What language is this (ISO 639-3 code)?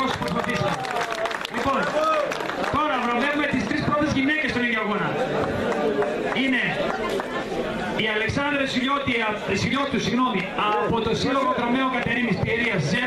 ell